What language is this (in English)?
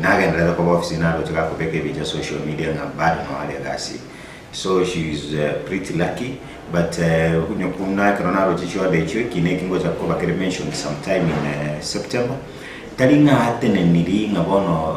Gusii